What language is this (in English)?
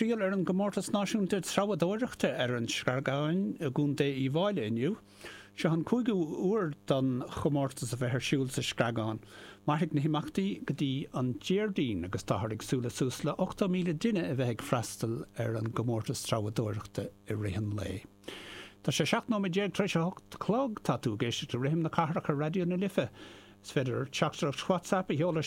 Irish